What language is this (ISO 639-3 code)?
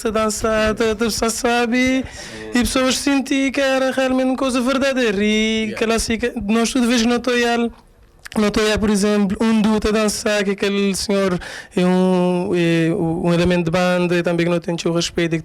kea